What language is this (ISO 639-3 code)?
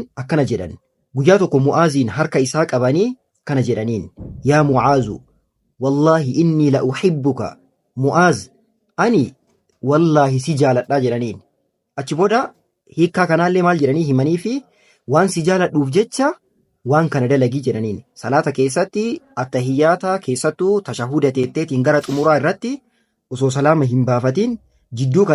orm